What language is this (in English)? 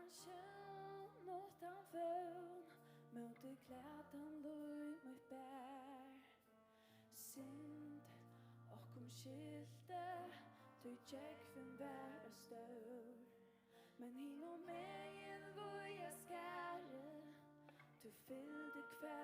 Faroese